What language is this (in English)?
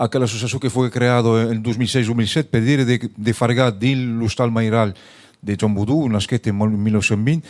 Occitan